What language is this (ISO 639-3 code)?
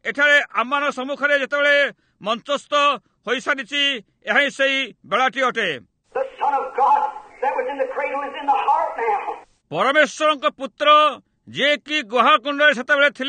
ori